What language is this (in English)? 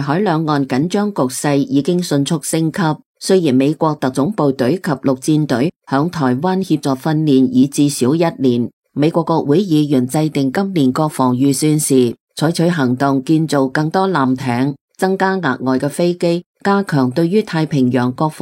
Cantonese